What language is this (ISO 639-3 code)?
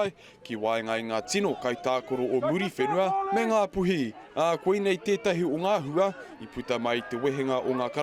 mri